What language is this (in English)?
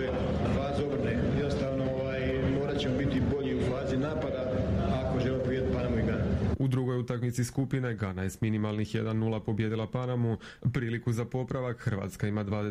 Croatian